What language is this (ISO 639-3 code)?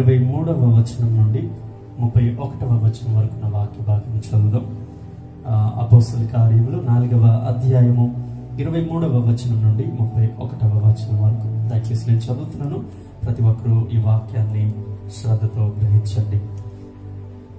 tel